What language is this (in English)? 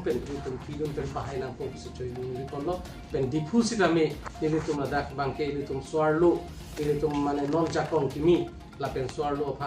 Karbi